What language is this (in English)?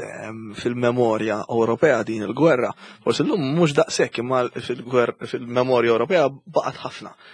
Maltese